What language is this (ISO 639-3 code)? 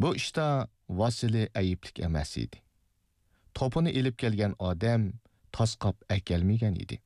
uig